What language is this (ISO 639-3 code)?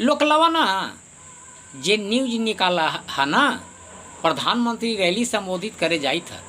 mag